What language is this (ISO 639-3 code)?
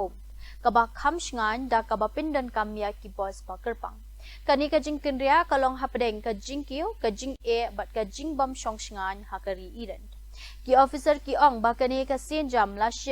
kha